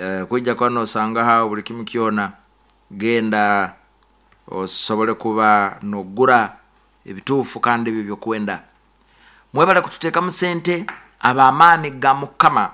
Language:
Nyoro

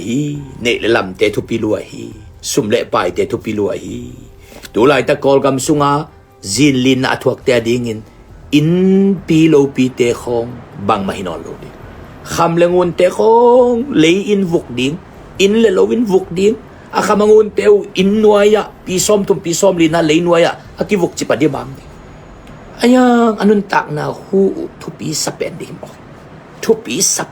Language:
Tedim Chin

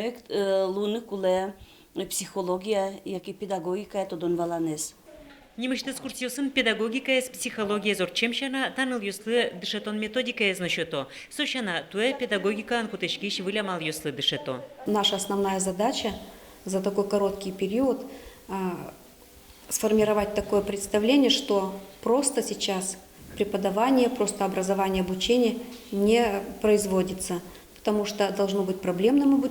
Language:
Udmurt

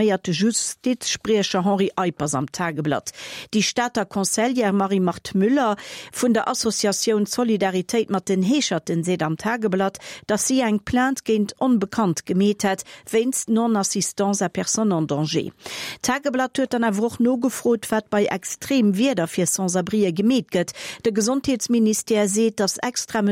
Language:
Luxembourgish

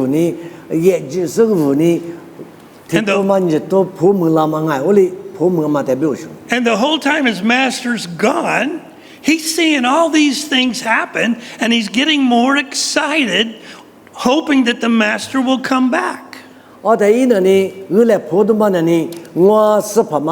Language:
Lisu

